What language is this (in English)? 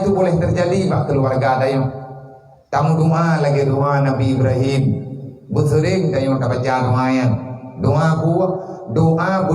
Achinese